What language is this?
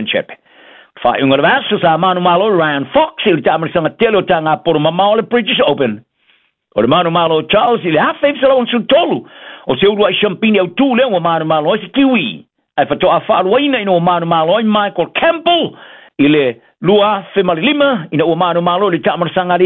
Samoan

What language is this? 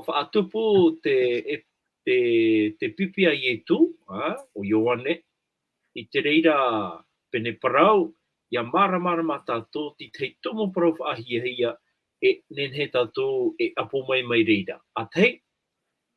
Tahitian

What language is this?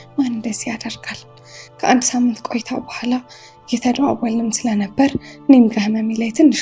Amharic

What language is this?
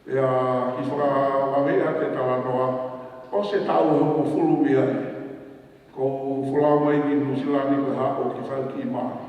Tongan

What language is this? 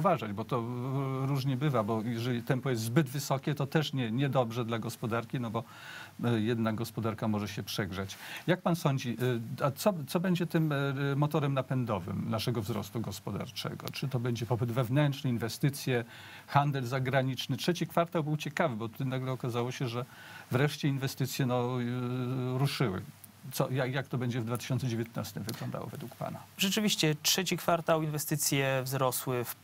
Polish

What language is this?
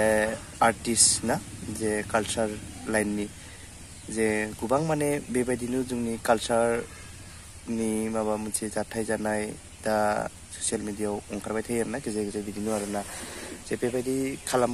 Bodo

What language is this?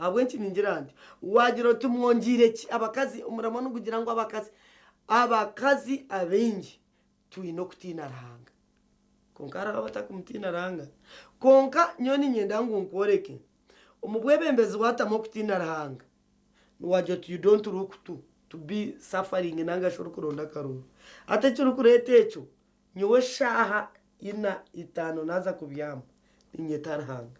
Nyankole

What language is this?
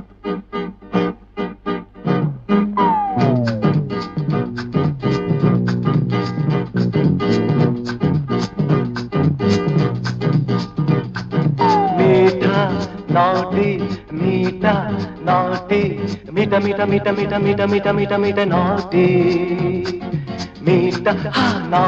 Malayalam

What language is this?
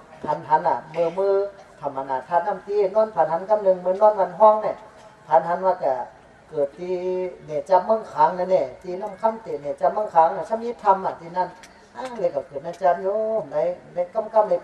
Shan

